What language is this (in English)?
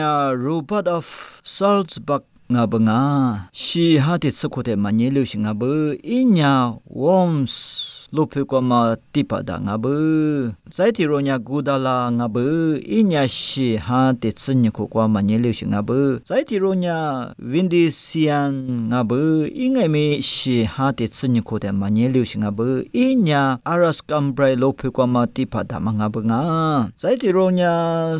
Lisu